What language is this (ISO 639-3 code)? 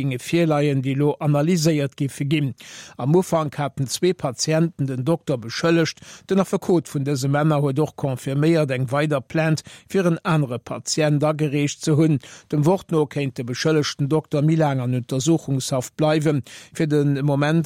ltz